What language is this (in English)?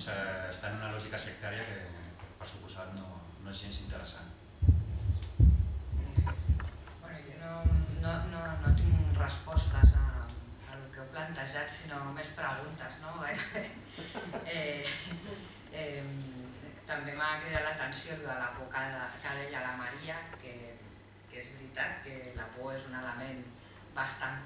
Catalan